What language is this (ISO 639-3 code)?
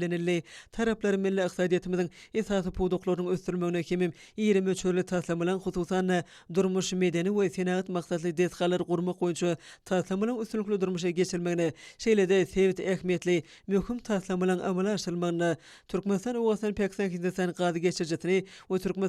tuk